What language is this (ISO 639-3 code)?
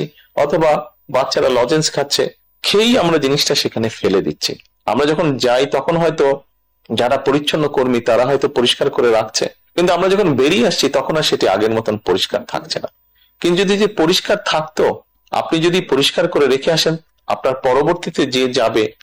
ben